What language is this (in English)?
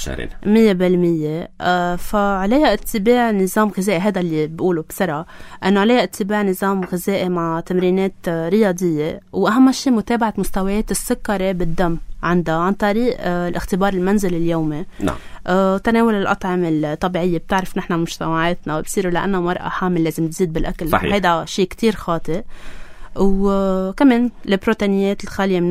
North Levantine Arabic